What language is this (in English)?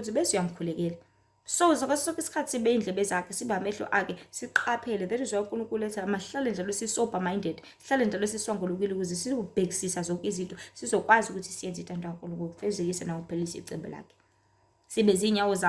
Zulu